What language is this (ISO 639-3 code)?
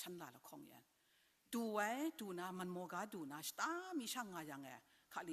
kac